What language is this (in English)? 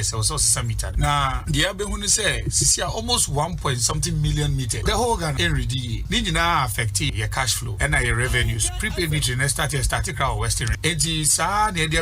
Akan